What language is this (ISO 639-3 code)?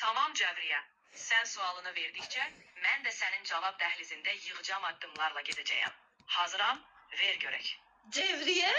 aze